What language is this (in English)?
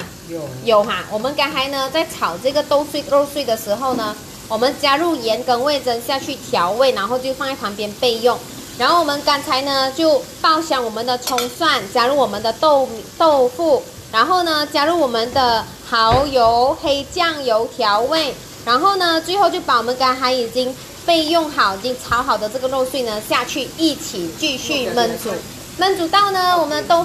Chinese